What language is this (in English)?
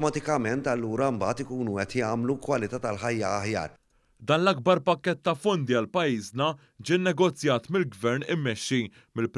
Maltese